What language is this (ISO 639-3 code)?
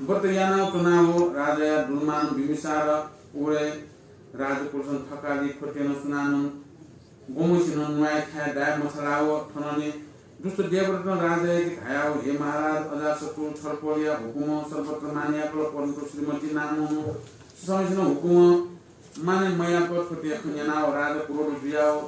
new